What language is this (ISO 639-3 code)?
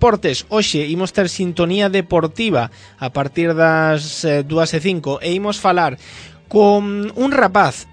glg